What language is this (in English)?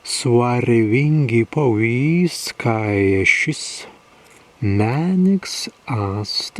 Prussian